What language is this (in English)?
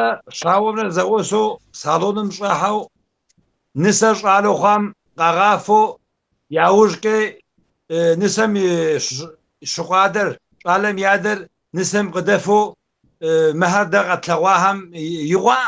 Kabardian